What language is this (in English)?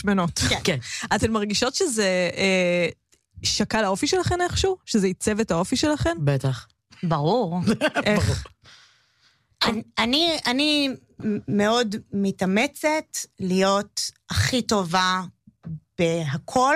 Hebrew